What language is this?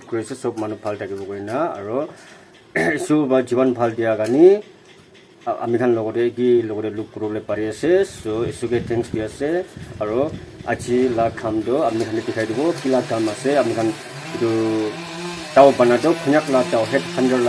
Naga Pidgin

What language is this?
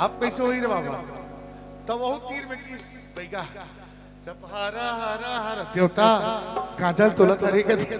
Chhattisgarhi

